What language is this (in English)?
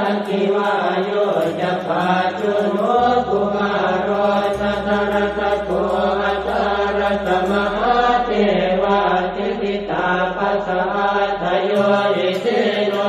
Pali